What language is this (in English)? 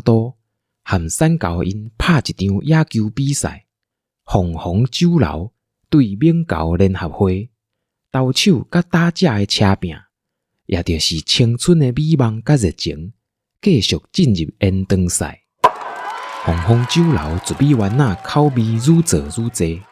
Min Nan Chinese